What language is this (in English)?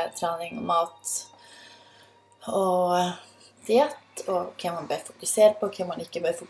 Norwegian